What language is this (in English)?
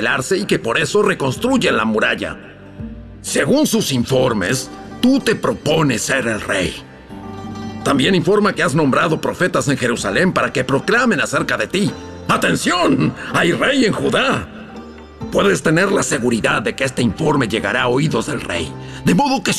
Spanish